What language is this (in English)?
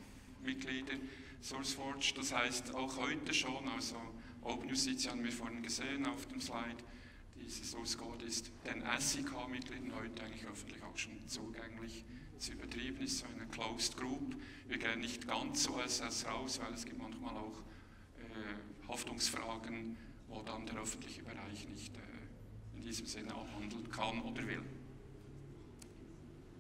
German